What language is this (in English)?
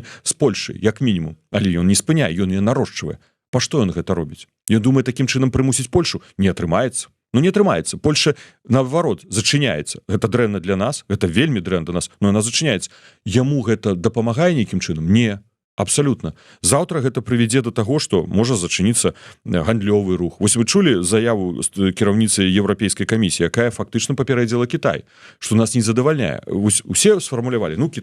Belarusian